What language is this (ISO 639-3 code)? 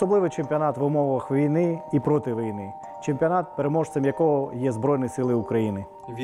ukr